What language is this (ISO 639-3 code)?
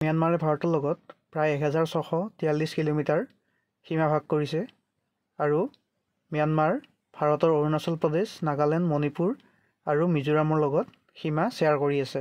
asm